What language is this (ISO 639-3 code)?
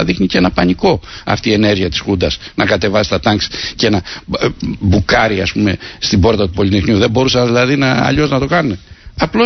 ell